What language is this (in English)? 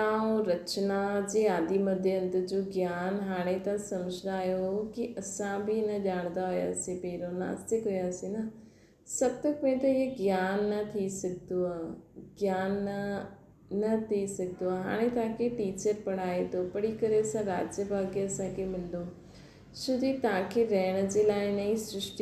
Sindhi